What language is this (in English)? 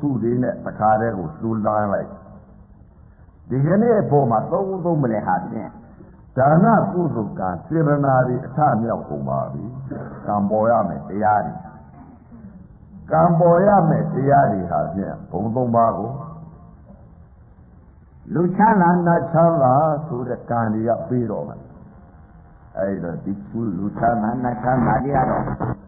Burmese